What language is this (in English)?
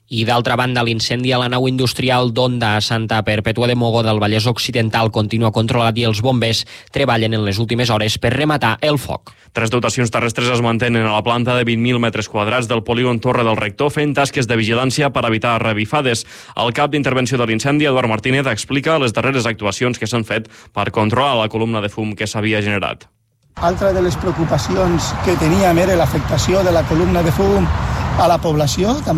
Catalan